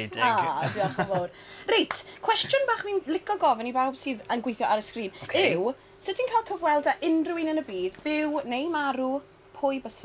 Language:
Welsh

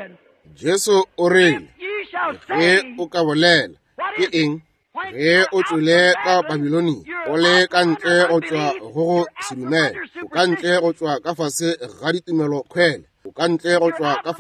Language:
Northern Sotho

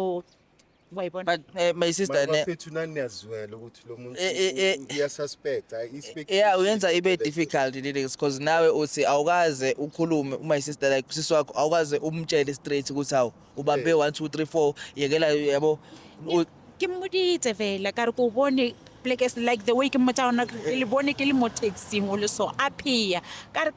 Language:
Zulu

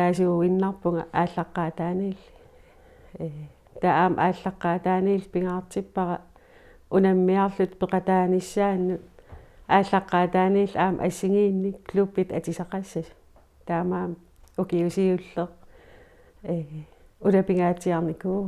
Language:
Kalaallisut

